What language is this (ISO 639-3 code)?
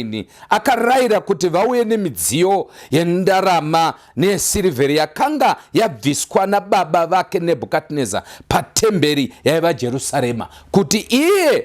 sna